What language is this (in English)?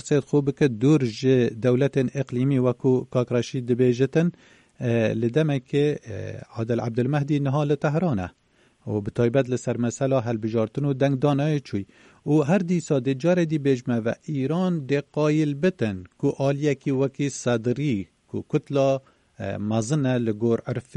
Kurdish